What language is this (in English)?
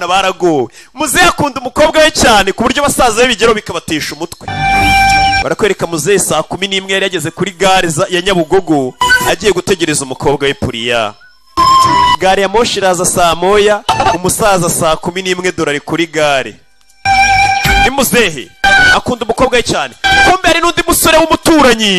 Kinyarwanda